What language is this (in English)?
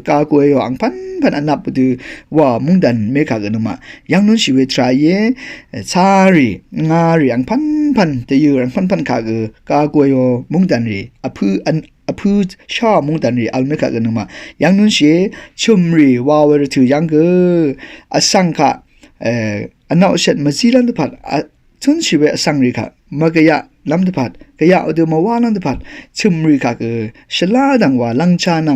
Rawang